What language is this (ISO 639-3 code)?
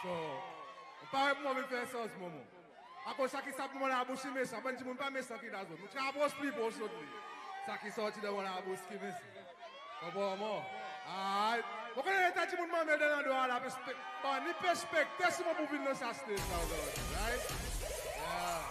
crs